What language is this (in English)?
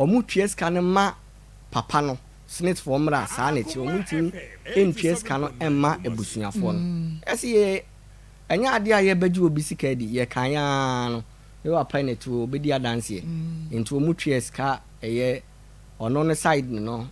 Akan